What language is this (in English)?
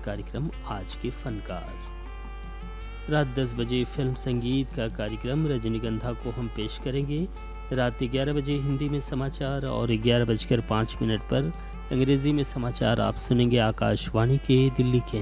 Hindi